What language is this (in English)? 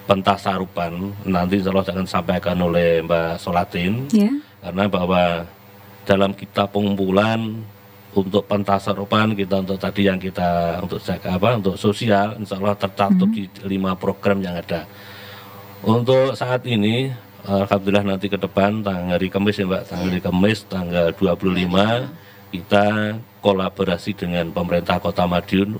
Indonesian